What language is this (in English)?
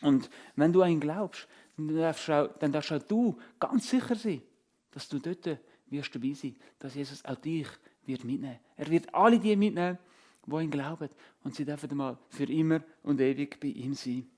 Swiss German